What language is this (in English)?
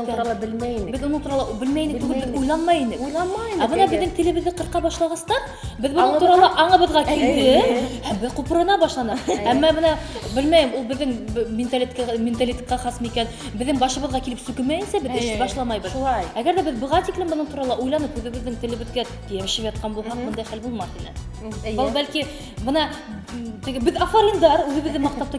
Bashkir